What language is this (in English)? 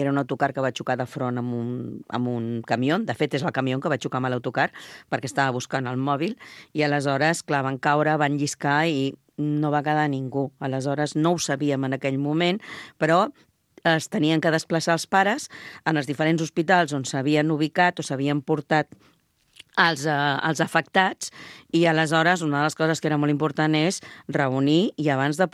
Catalan